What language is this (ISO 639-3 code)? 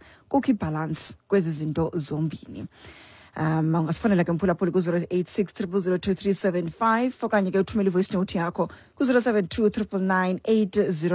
xho